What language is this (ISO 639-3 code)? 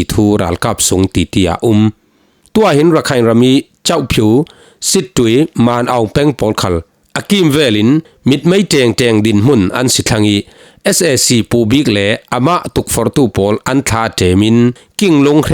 cfm